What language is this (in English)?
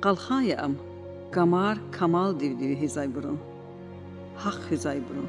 Lezghian